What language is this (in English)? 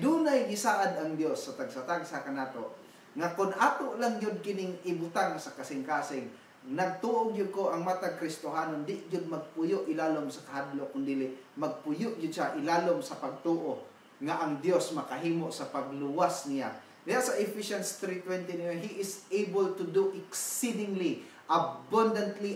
Cebuano